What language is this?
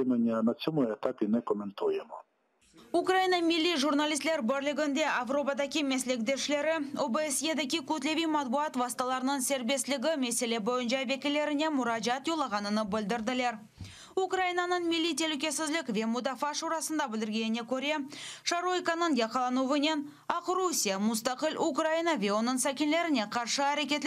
Crimean Tatar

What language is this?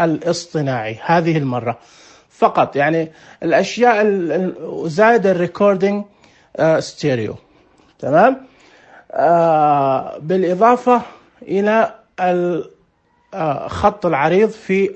Najdi Arabic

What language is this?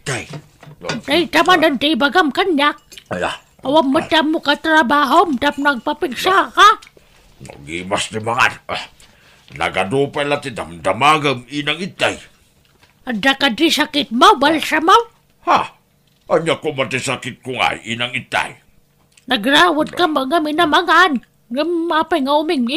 Iloko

